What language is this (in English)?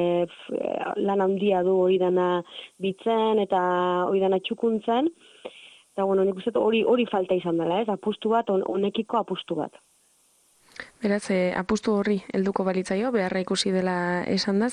Basque